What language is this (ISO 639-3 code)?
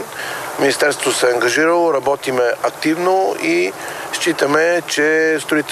bul